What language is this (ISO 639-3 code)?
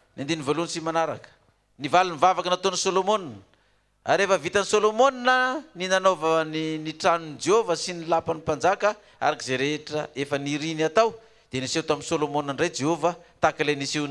mlg